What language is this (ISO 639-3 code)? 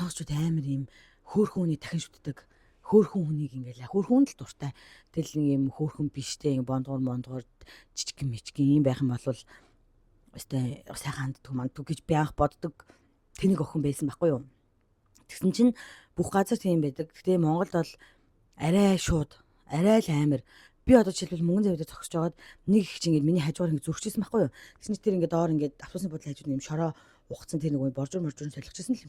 mon